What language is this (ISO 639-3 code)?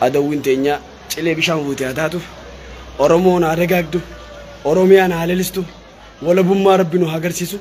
orm